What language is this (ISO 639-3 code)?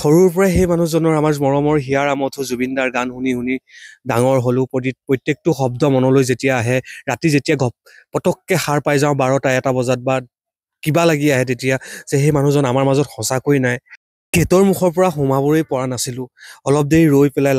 asm